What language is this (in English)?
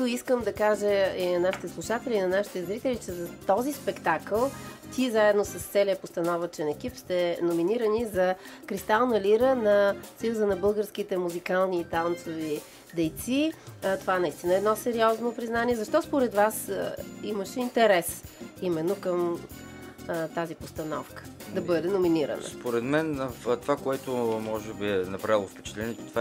Bulgarian